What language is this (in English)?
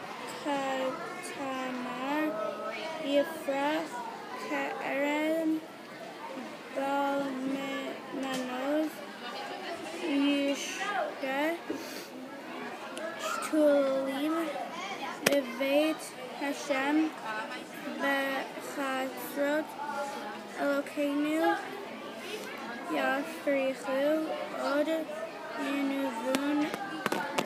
Hebrew